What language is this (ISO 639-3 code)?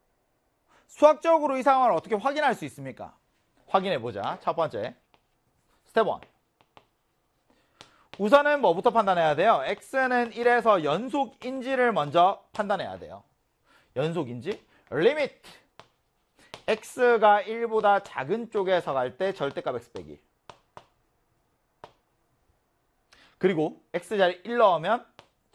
kor